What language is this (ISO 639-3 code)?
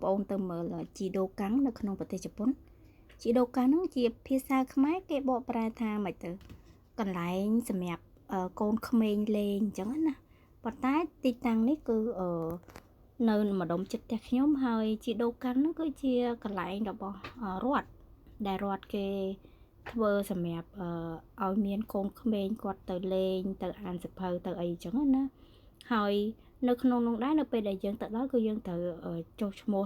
khm